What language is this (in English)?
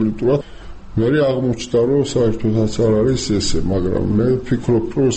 Georgian